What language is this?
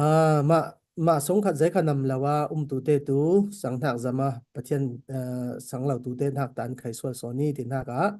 Falam Chin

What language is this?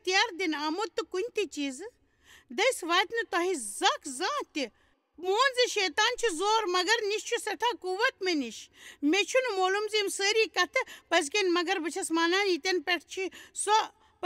Kashmiri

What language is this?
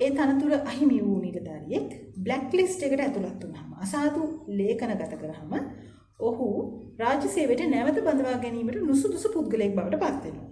Sinhala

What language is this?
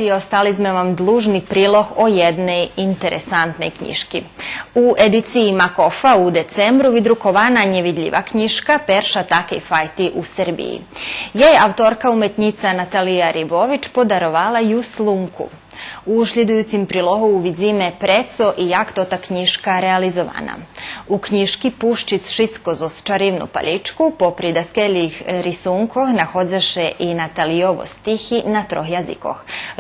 Rusyn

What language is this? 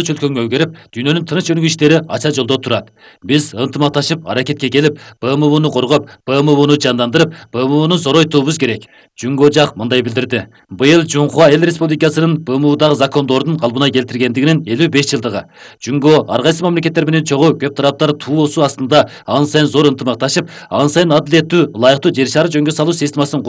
Kyrgyz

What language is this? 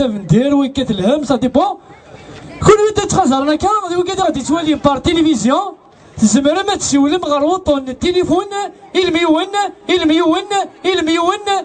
Kabyle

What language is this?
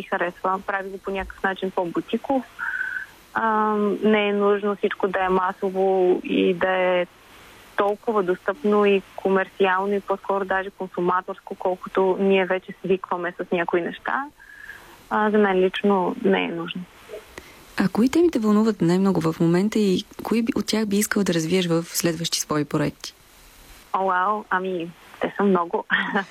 Bulgarian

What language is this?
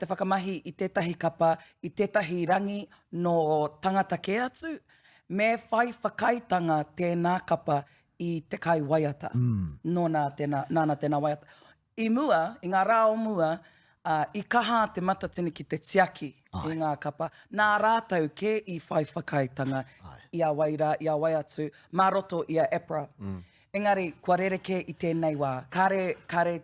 Māori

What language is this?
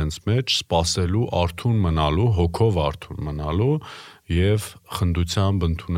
Armenian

